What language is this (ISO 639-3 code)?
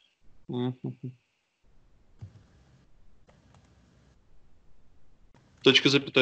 rus